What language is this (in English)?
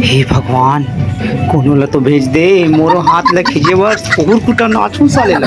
Chhattisgarhi